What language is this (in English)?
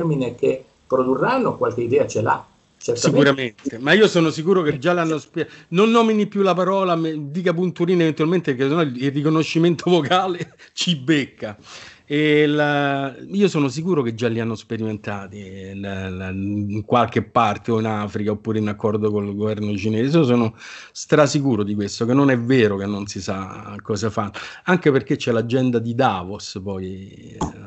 Italian